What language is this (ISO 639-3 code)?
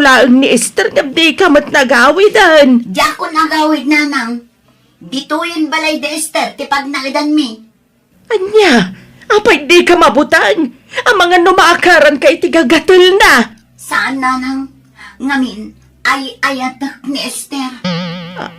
ilo